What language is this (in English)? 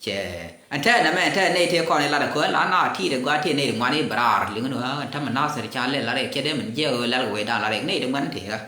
Nuer